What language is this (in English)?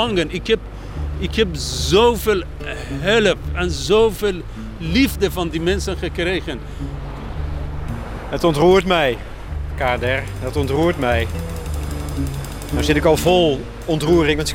Dutch